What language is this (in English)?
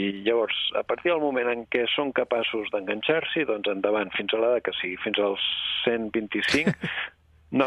Catalan